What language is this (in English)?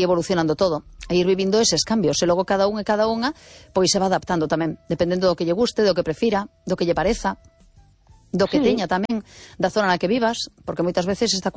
Galician